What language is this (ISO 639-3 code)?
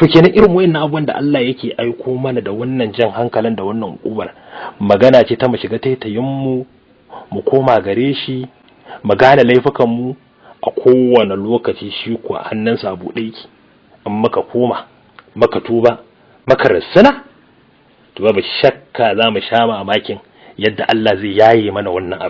hau